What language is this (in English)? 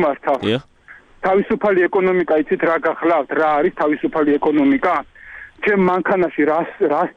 Georgian